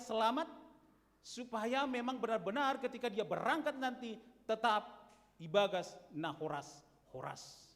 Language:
Batak Simalungun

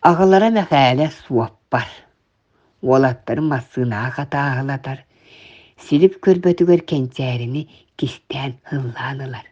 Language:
Yakut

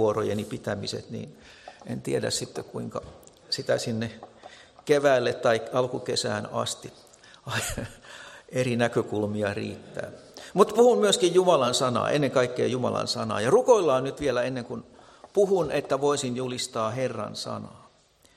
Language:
Finnish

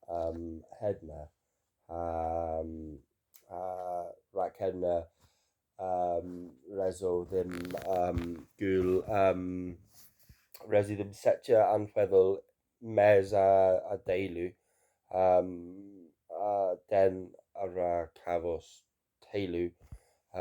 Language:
Cornish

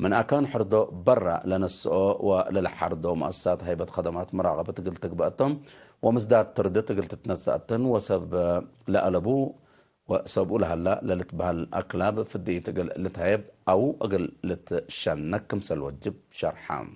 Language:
Tigre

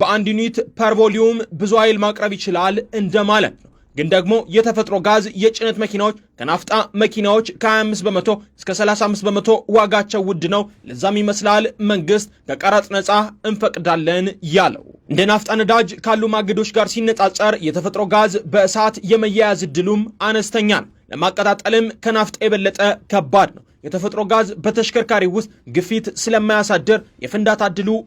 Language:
Amharic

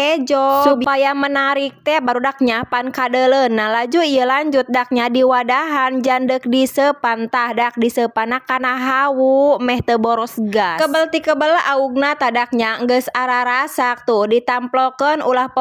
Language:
Sundanese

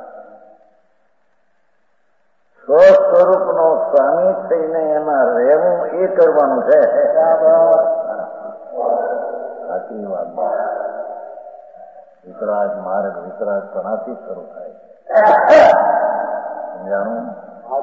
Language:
Gujarati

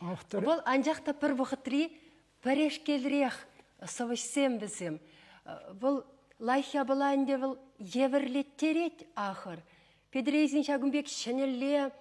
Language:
Chuvash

